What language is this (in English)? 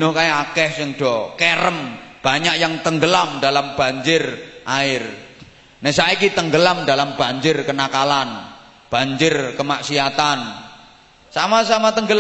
Javanese